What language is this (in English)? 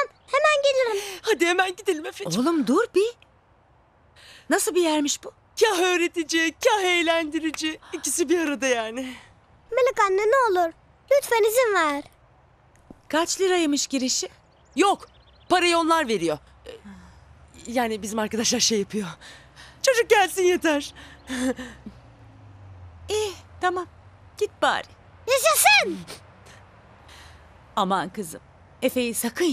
Turkish